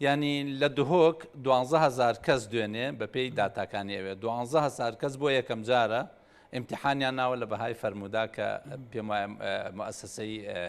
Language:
Central Kurdish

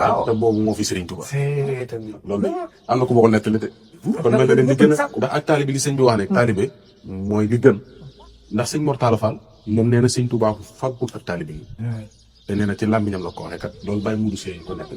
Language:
Wolof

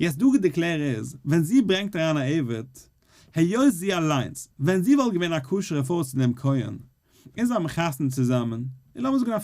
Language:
Yiddish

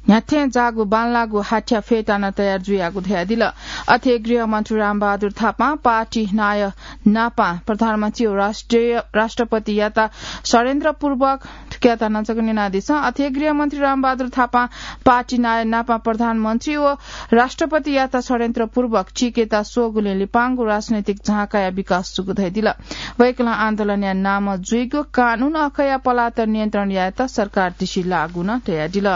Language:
Newari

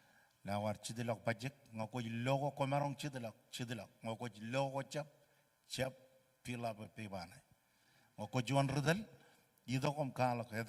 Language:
Marshallese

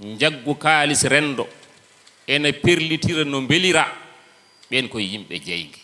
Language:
Fula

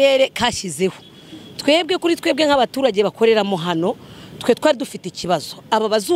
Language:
Kinyarwanda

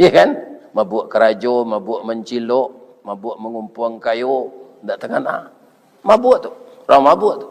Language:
Minangkabau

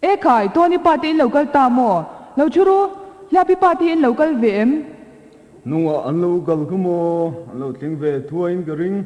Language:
Mizo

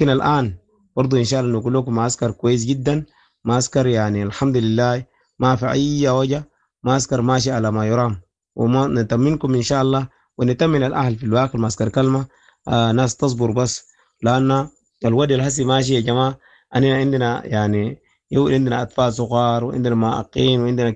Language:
Sudanese Arabic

